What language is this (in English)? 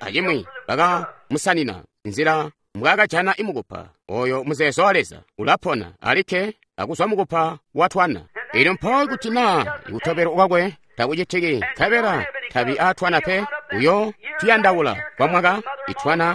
Tonga (Zambia)